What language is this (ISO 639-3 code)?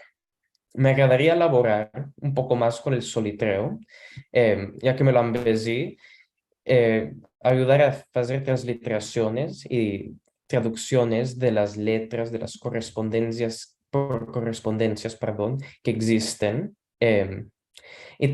lad